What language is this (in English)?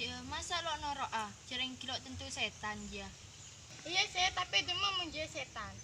Madurese